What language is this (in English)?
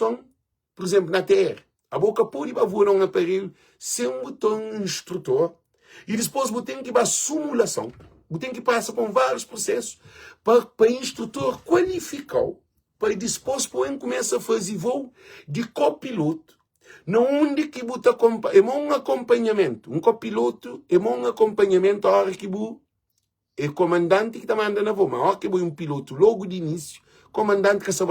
Kabuverdianu